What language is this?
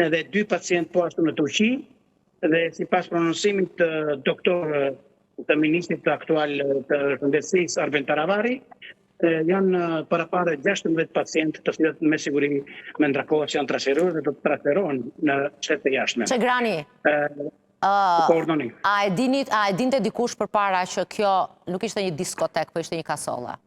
Albanian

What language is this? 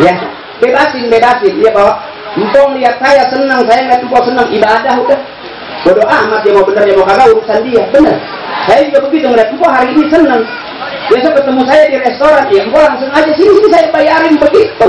Betawi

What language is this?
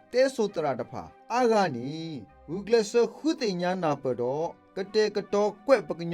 S'gaw Karen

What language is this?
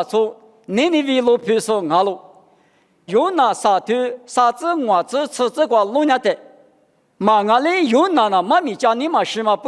Lisu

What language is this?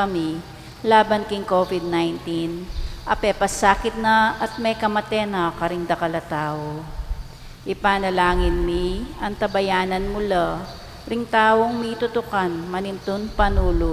Pampanga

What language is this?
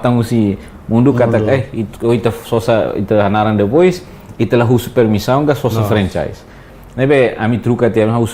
Tetum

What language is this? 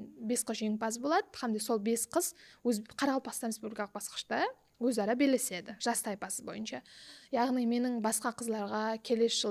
Kara-Kalpak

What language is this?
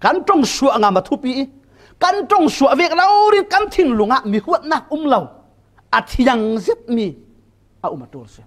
Falam Chin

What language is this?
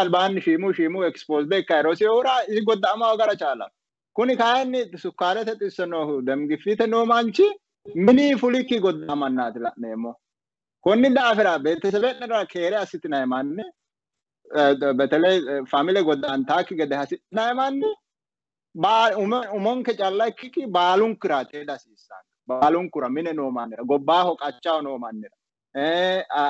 Sidamo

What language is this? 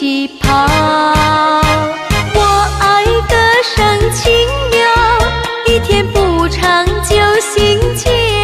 Chinese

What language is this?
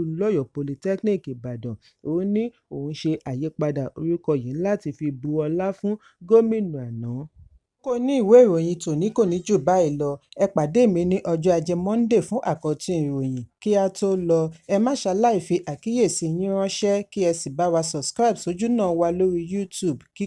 Yoruba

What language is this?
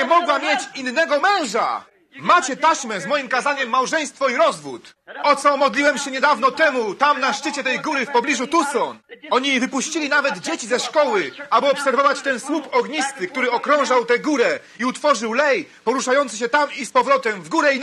Polish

